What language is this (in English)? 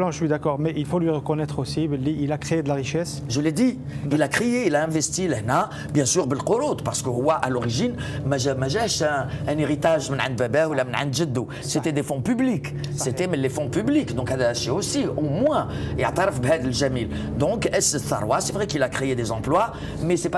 Algerian Arabic